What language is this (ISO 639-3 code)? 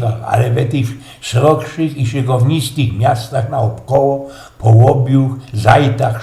szl